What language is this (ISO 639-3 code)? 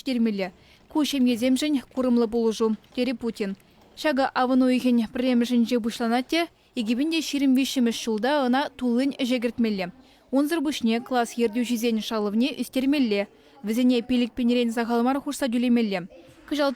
chv